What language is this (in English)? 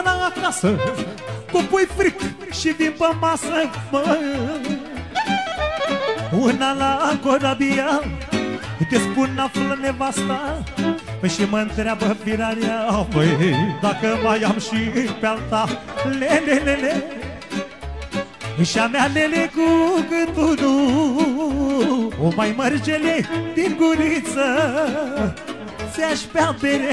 Romanian